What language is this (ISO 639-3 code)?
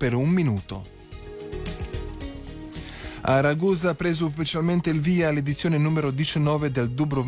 ita